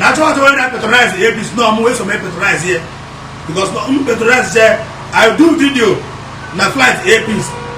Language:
Igbo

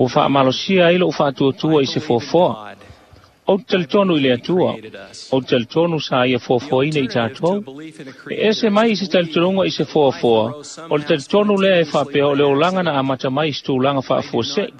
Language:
Samoan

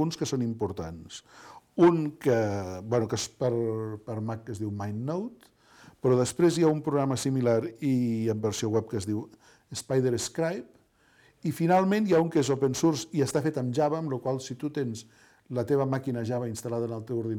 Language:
Catalan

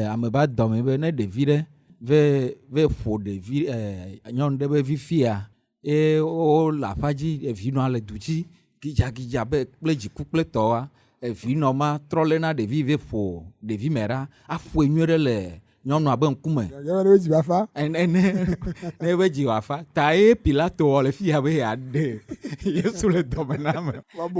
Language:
Ewe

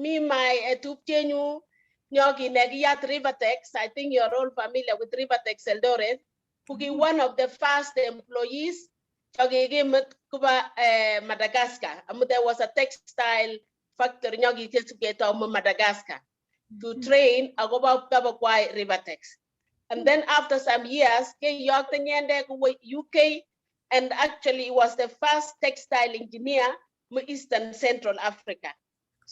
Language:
Kalenjin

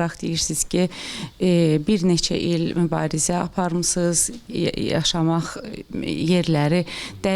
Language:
Azerbaijani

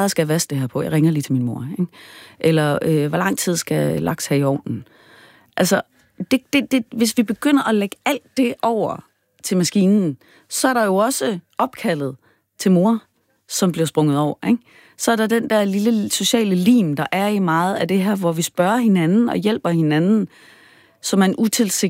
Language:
Danish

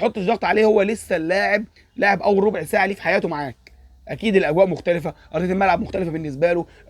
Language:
Egyptian Arabic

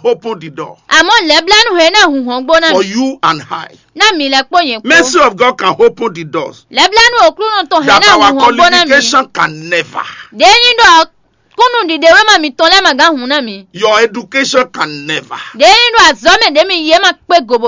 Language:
Fon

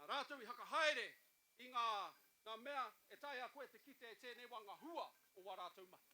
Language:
Māori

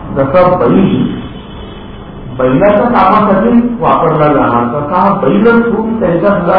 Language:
Marathi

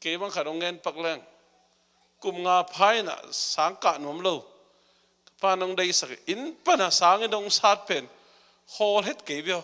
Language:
Tedim Chin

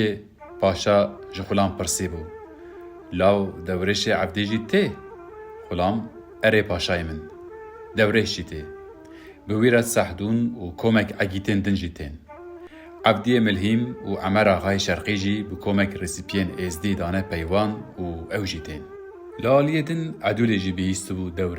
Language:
Kurdish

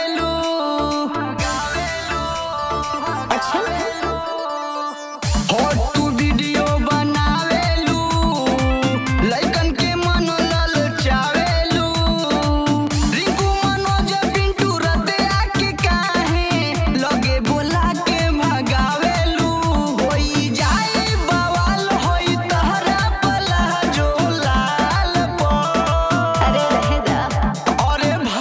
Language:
Bhojpuri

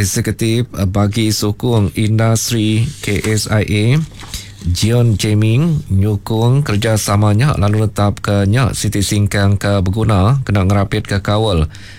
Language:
Iban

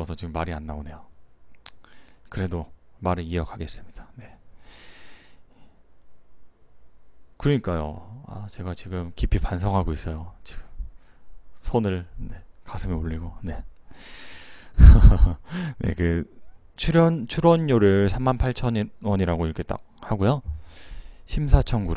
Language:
Korean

